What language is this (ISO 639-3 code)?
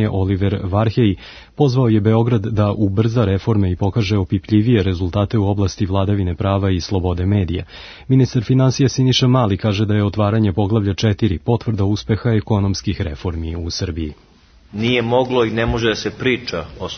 srp